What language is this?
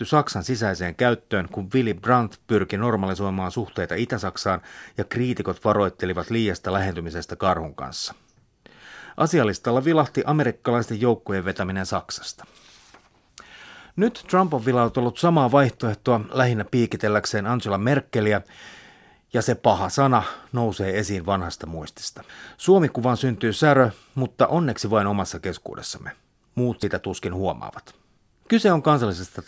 Finnish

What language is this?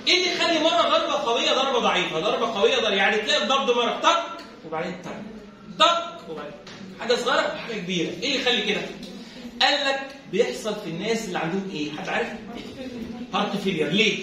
Egyptian Arabic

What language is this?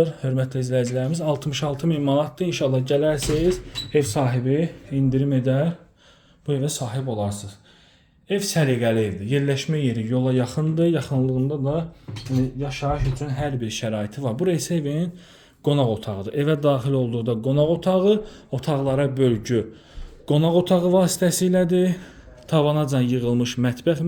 Azerbaijani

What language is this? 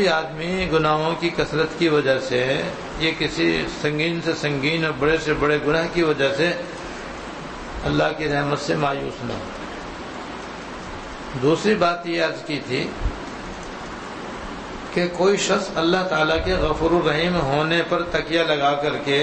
Urdu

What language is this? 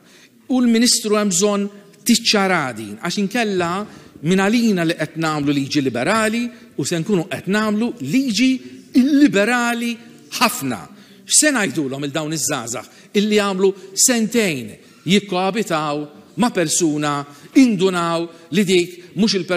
Maltese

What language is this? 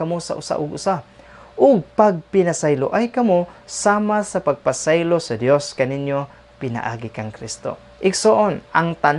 Cebuano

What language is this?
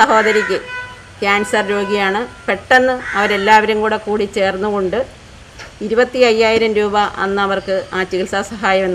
Malayalam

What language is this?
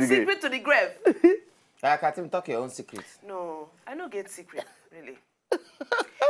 Nigerian Pidgin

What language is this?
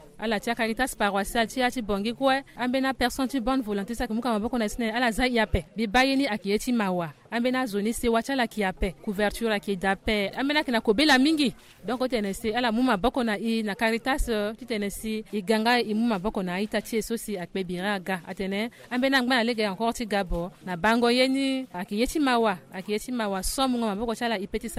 Sango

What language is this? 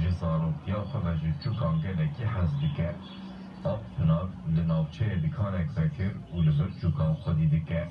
Kurdish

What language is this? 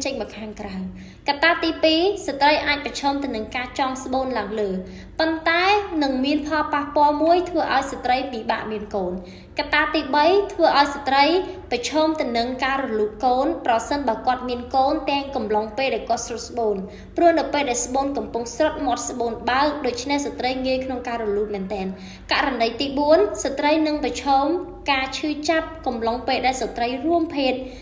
Khmer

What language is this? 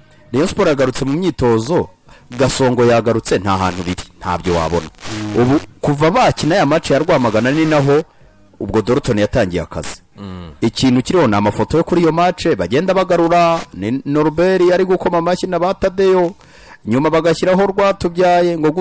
Kinyarwanda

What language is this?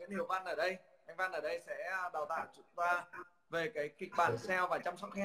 Vietnamese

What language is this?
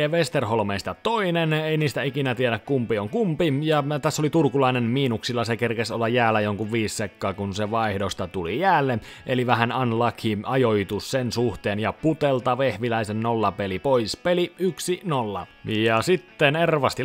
Finnish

